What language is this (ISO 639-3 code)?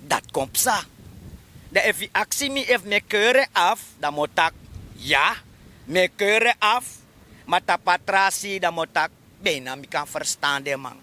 srn